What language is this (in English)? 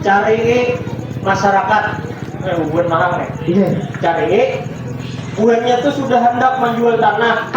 Banjar